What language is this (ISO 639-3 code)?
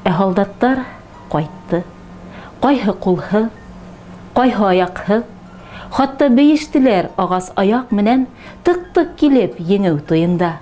bak